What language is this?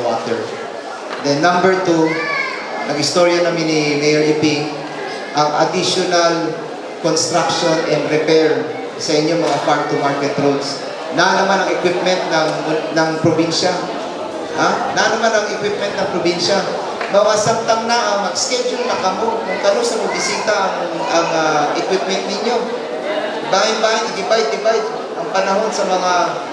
Cebuano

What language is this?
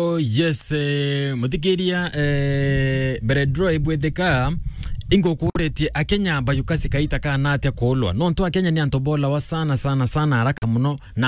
Meru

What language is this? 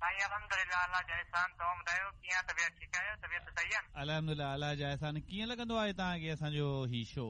Sindhi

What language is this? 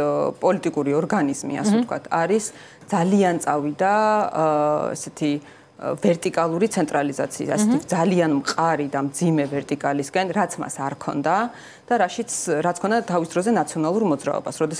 Georgian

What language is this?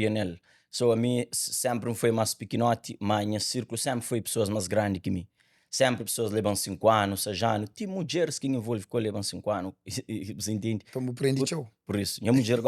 Kabuverdianu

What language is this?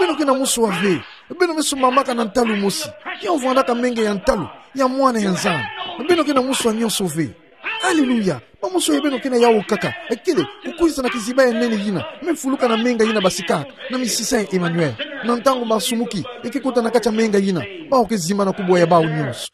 Kituba (Democratic Republic of Congo)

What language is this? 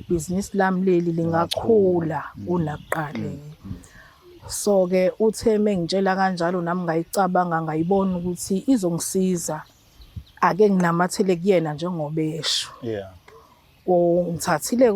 Zulu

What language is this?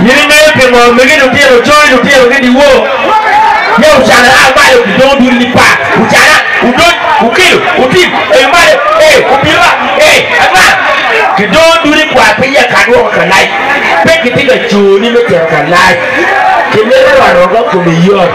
Acoli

